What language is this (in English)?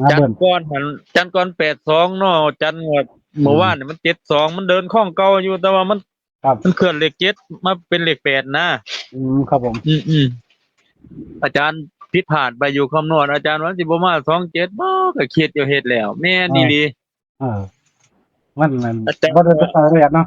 Northeastern Thai